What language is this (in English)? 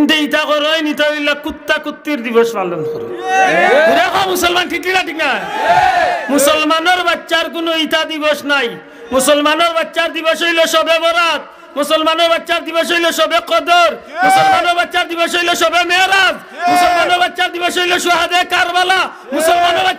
Sylheti